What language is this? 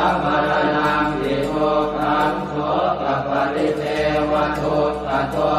Pali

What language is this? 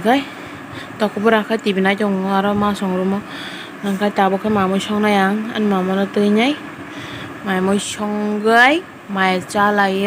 Kok Borok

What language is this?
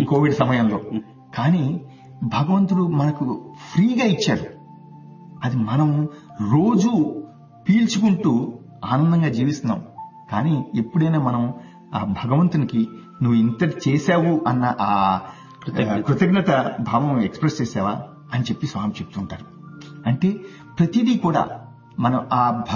Telugu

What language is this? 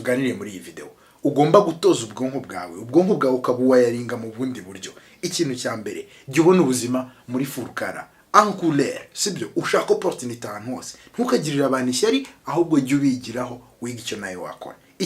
Kinyarwanda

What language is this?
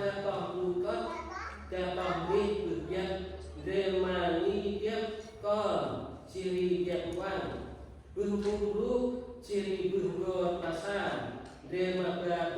Central Mnong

